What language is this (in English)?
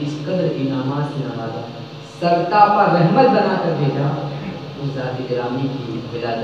Urdu